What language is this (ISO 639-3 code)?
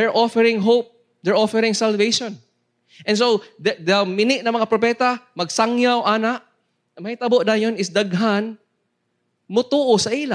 ceb